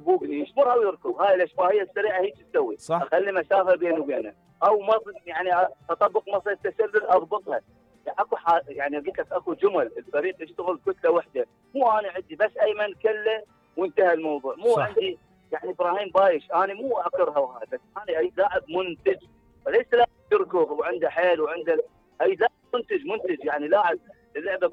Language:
Mesopotamian Arabic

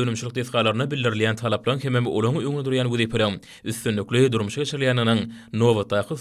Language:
Turkmen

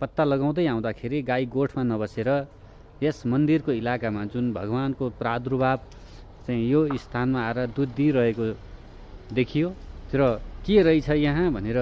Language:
Nepali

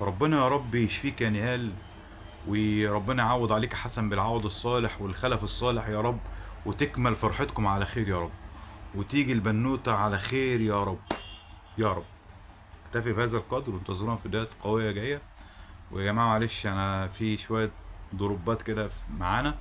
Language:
Egyptian Arabic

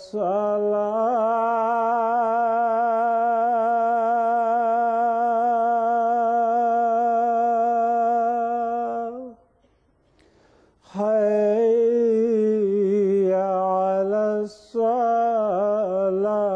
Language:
Bangla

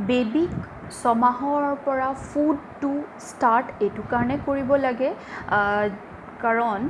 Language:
Assamese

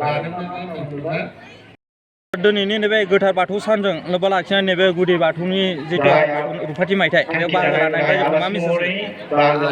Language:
Bodo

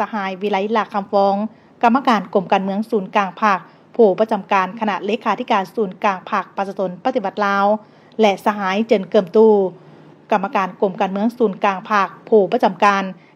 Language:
Lao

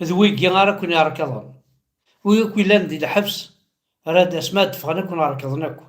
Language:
Kabyle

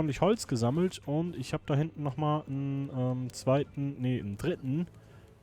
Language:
Swiss German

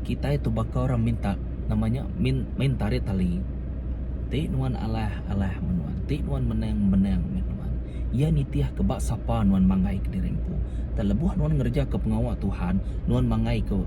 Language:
Iban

